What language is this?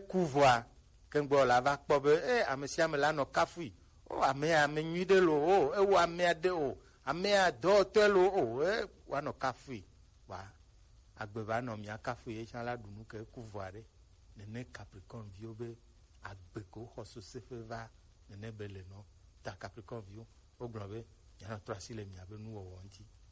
Gen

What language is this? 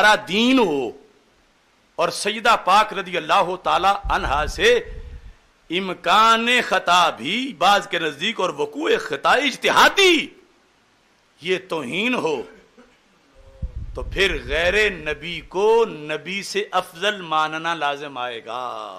Urdu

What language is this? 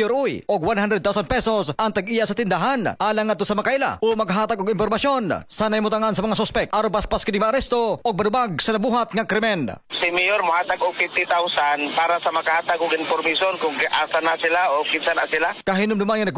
Cebuano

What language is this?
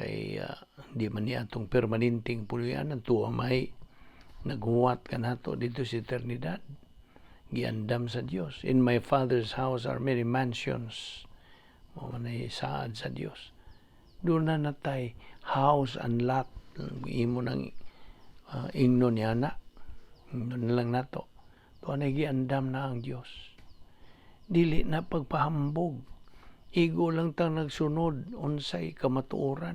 Cebuano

